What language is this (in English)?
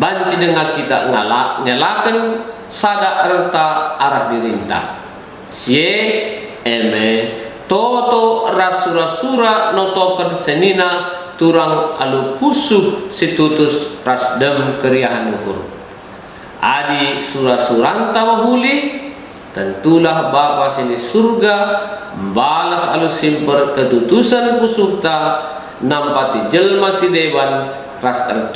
Batak Karo